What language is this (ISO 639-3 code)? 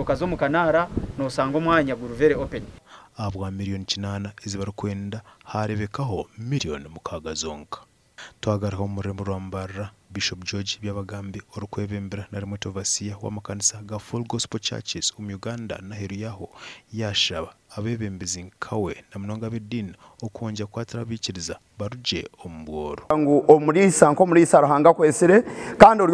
nyn